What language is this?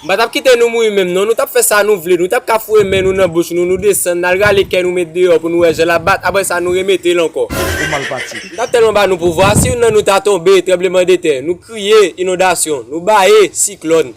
Haitian Creole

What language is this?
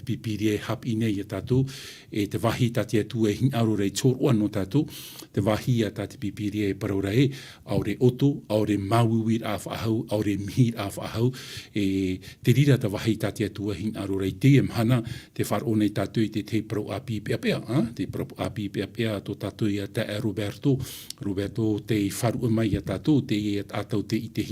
Tahitian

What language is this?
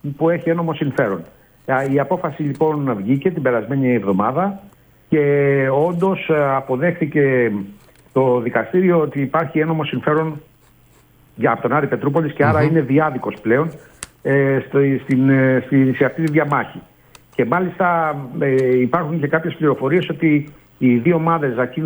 Greek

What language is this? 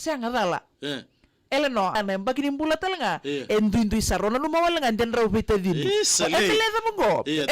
Fijian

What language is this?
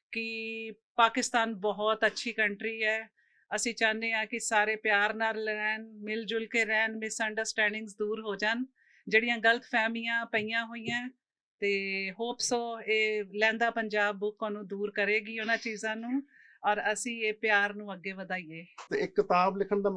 Western Panjabi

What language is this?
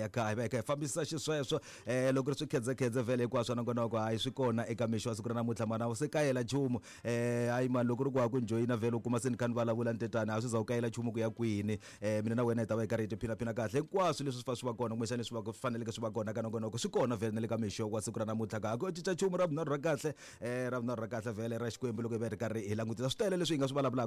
Tsonga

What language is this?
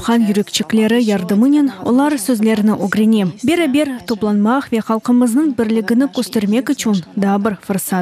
Crimean Tatar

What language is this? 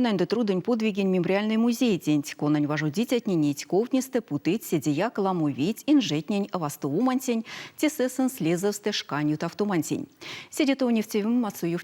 Erzya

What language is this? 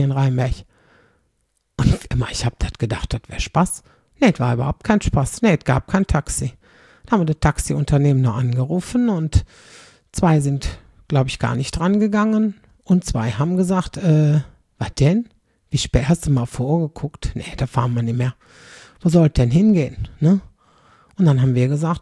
German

